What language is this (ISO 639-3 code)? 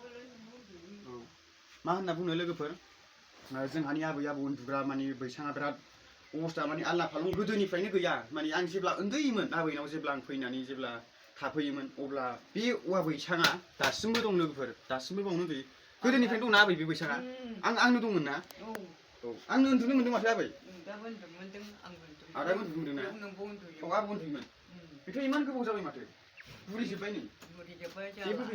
brx